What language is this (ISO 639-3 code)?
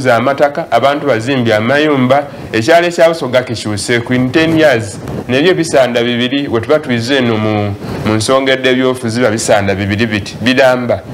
xog